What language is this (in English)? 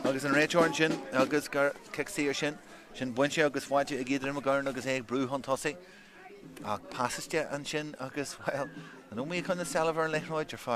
Irish